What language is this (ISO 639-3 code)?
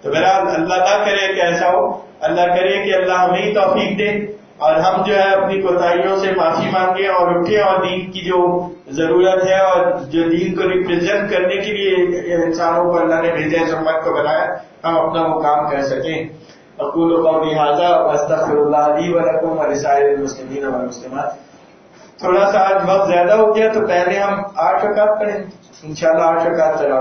urd